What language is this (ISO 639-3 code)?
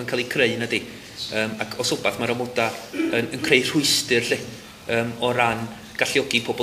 cym